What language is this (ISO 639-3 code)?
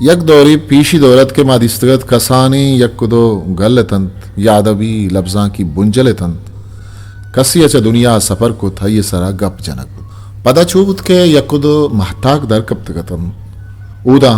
bgp